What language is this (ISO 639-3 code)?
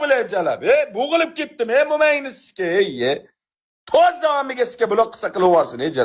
uzb